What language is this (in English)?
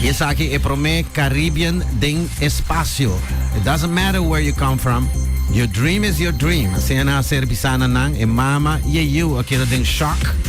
Papiamento